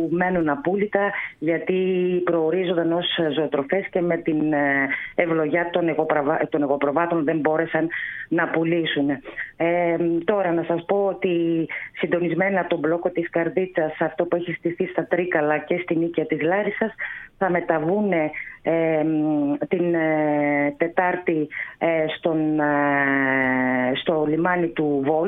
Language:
Greek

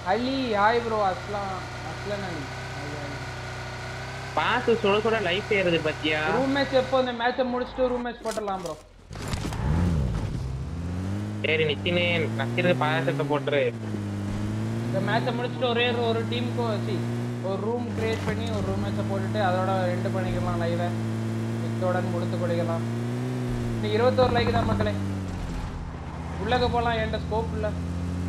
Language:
Tamil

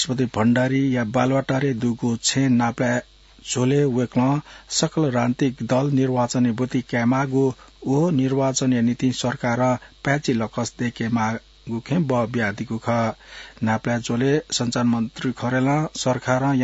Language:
Newari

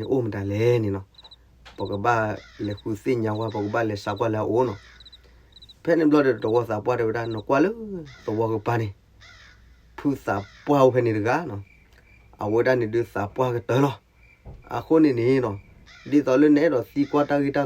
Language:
S'gaw Karen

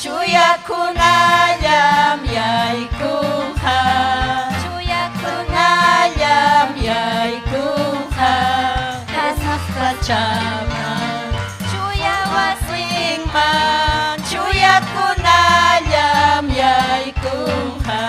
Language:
Ayacucho Quechua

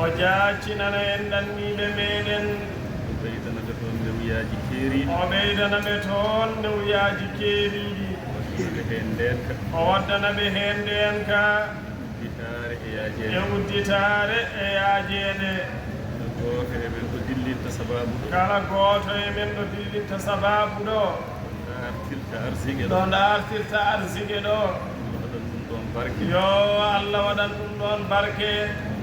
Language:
Fula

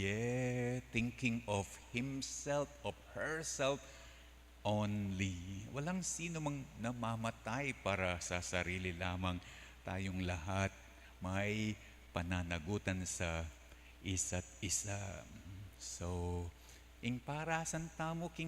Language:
Pampanga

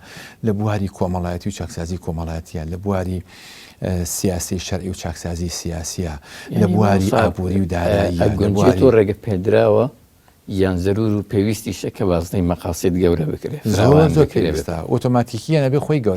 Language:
Central Kurdish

